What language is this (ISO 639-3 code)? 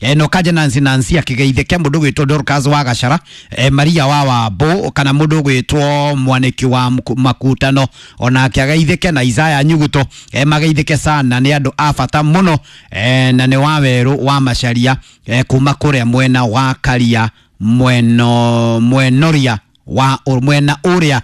kik